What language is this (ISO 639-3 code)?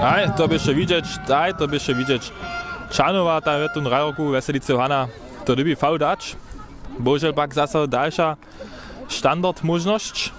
hsb